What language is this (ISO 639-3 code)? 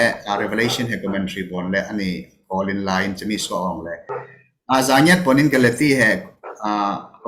cfm